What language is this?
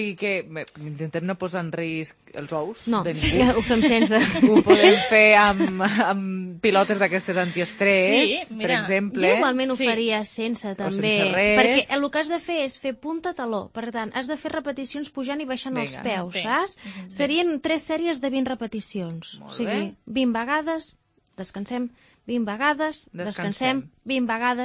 Catalan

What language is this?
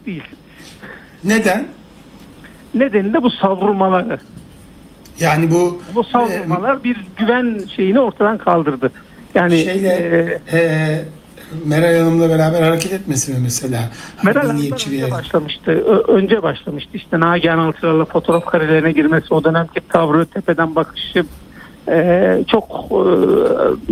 Turkish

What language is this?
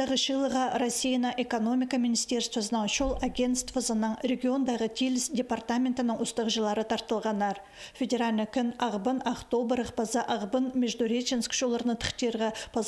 Khakas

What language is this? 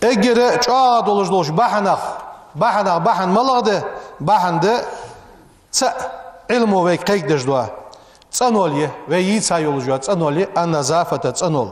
Ingush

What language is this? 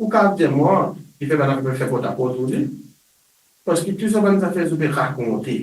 Morisyen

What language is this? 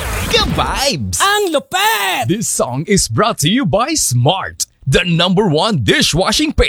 Filipino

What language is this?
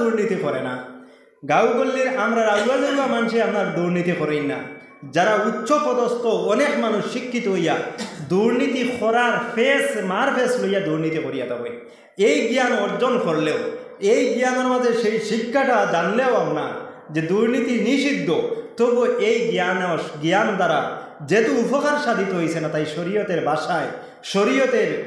Sylheti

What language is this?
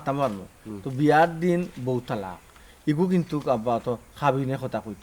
Sylheti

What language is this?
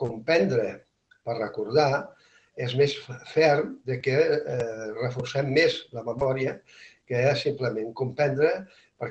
Catalan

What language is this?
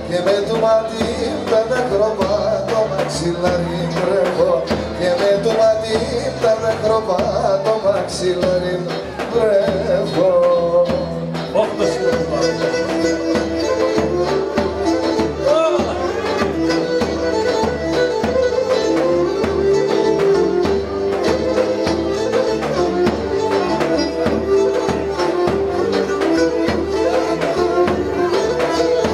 Greek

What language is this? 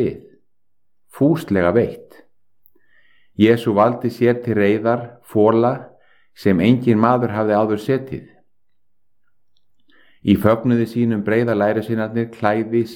Icelandic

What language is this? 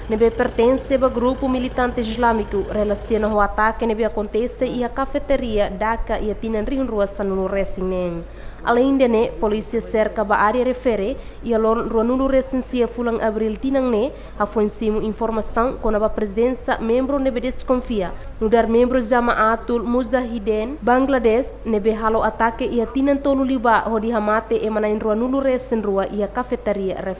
Tetum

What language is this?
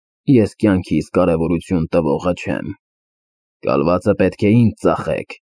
Armenian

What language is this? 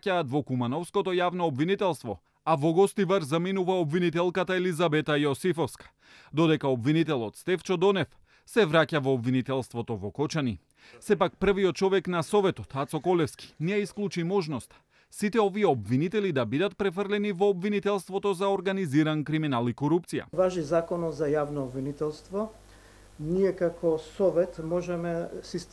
Macedonian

